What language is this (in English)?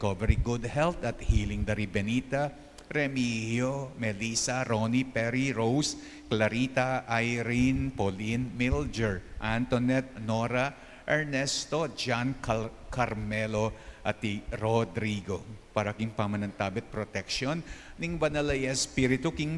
Pampanga